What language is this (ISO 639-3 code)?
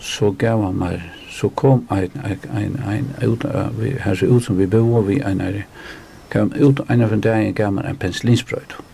fao